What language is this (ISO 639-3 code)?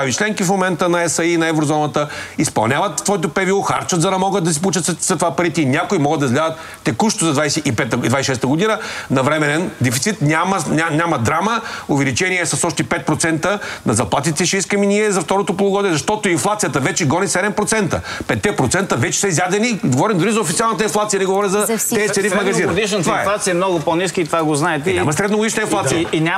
bul